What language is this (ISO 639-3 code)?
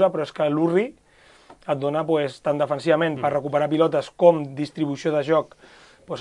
cat